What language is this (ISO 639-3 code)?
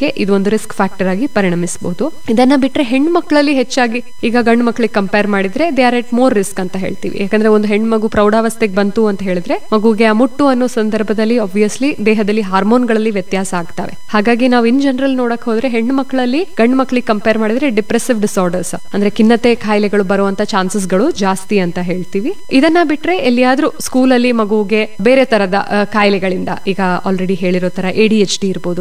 kan